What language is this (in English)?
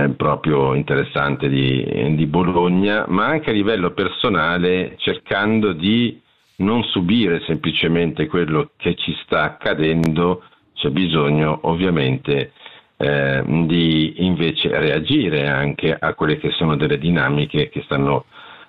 Italian